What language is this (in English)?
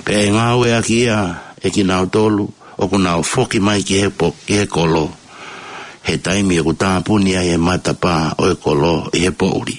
Tongan